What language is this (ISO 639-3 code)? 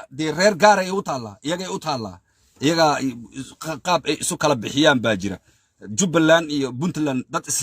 som